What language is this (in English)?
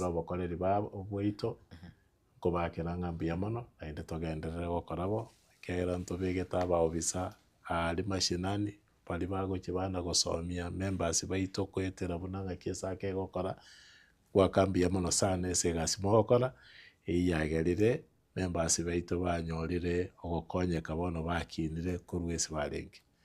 Gusii